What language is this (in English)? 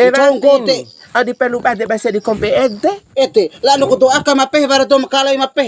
Bima